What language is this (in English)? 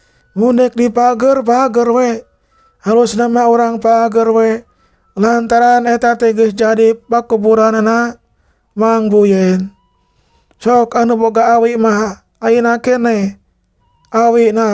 Sundanese